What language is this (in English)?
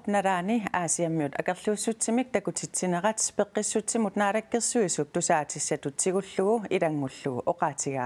Kalaallisut